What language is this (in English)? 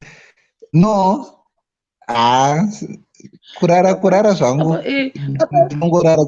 Shona